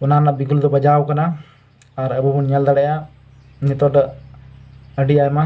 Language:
Santali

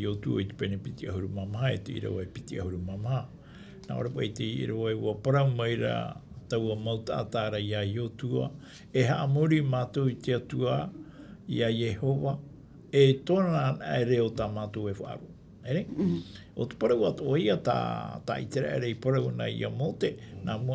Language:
Tahitian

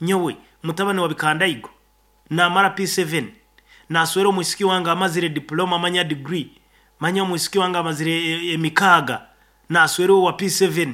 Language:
Nyankole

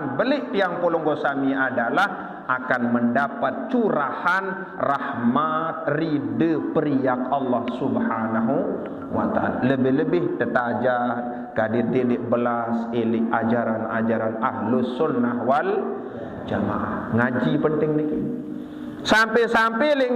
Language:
Sasak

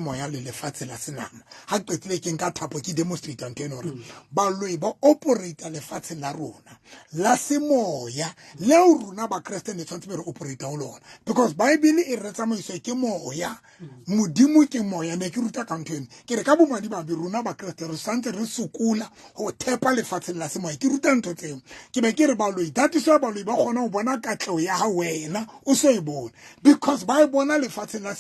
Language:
Southern Sotho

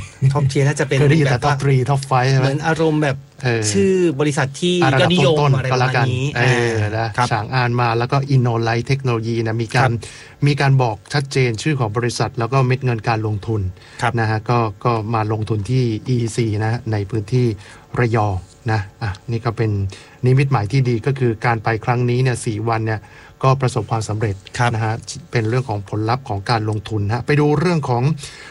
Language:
Thai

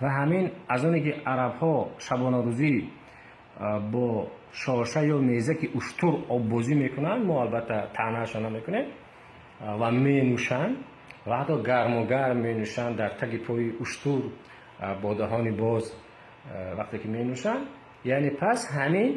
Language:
Tajik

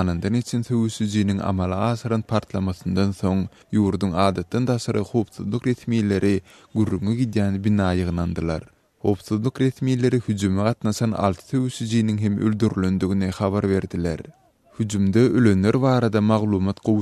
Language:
Turkmen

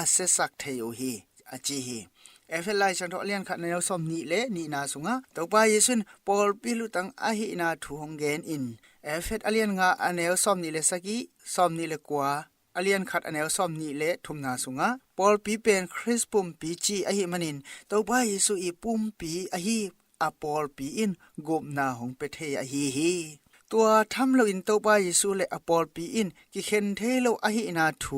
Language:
Tedim Chin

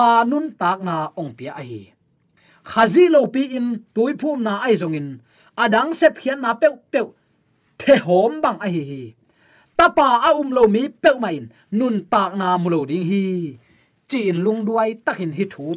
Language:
Tedim Chin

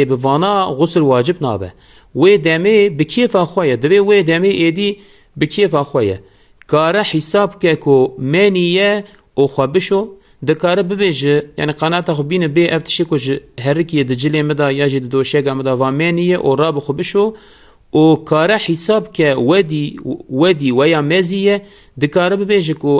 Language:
Kurdish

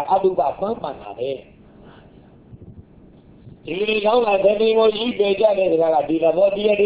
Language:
Burmese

